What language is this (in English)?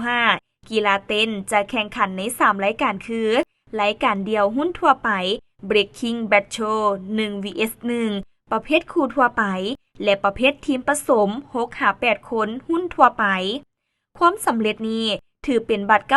Lao